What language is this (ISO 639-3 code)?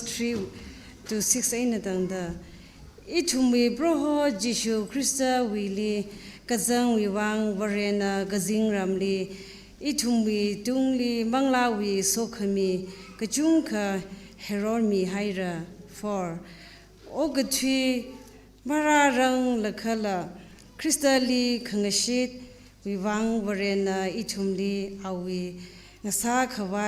nmf